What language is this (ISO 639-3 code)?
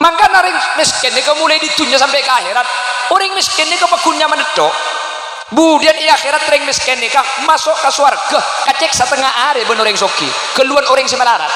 mad